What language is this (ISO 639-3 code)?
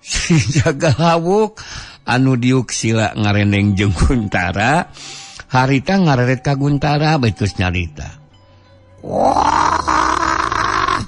sun